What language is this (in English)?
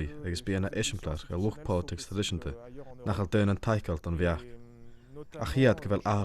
Scottish Gaelic